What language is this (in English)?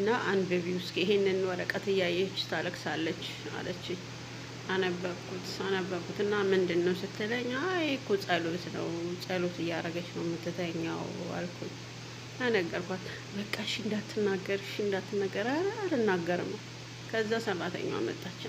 Amharic